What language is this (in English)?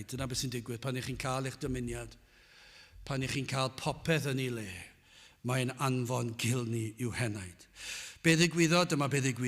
Welsh